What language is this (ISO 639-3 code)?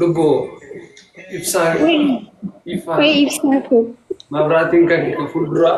orm